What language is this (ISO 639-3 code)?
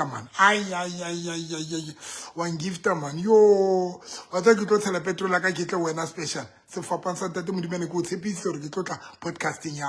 sot